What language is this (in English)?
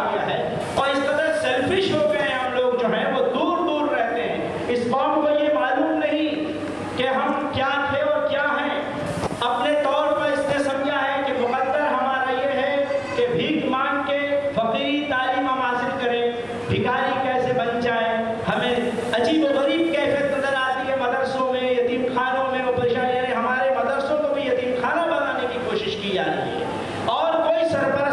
Urdu